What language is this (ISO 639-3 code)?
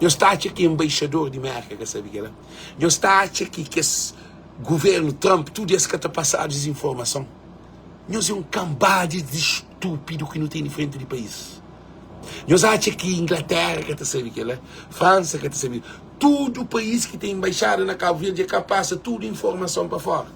kea